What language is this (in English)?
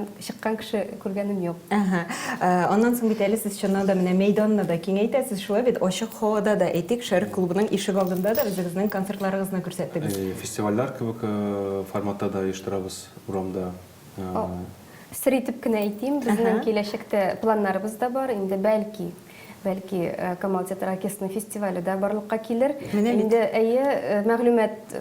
Tatar